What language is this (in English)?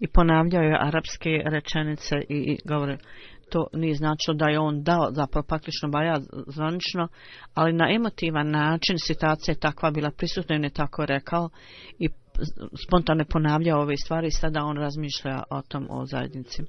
Bosnian